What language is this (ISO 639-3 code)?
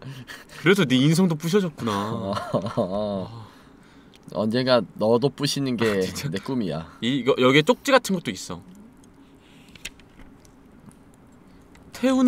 kor